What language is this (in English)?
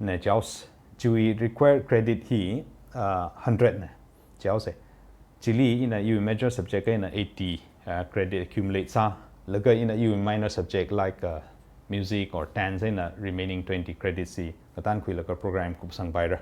Tangkhul Naga (India)